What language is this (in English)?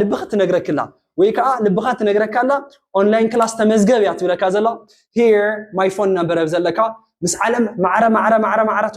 Tigrinya